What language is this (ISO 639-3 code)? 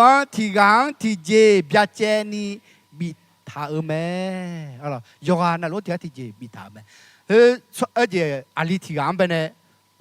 ahk